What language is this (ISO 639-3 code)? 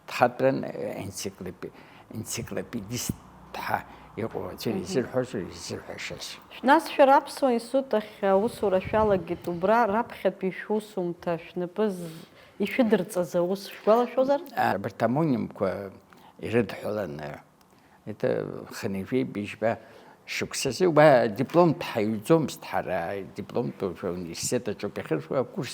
abk